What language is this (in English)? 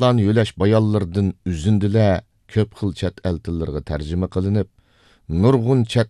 Uyghur